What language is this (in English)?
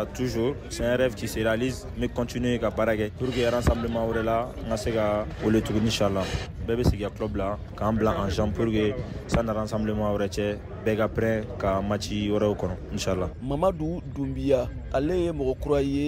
Bambara